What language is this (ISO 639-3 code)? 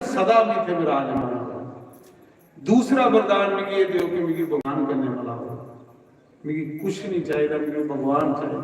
doi